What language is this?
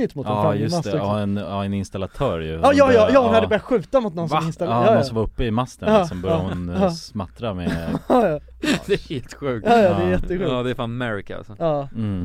Swedish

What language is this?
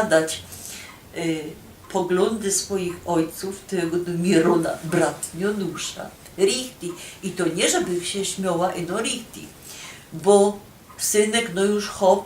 Silesian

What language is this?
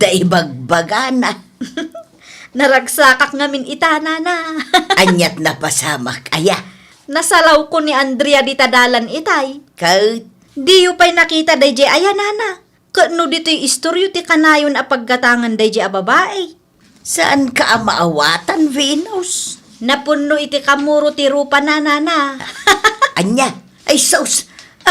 Iloko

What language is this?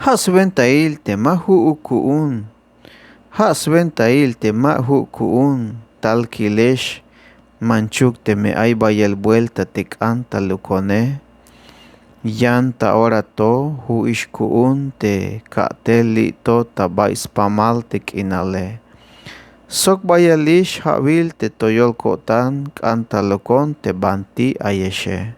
Tzeltal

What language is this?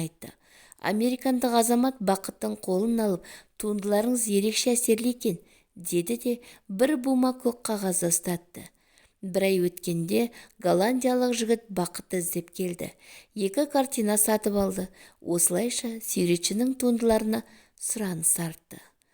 Kazakh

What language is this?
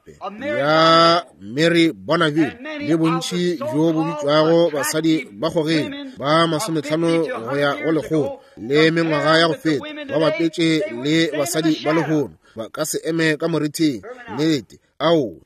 Northern Sotho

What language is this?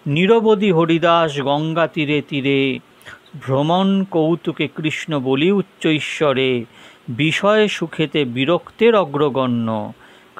Bangla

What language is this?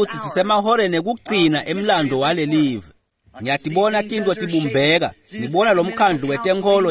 Swati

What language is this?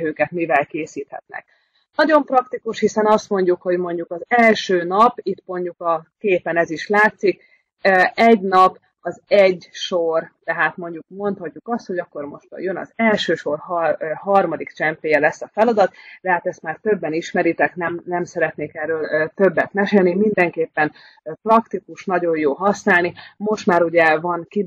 Hungarian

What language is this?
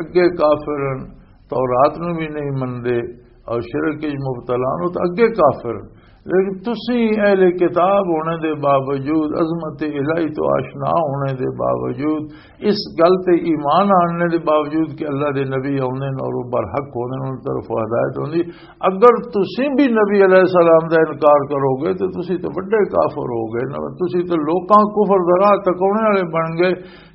Western Panjabi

